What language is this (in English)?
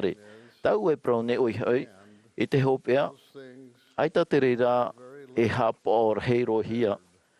Tahitian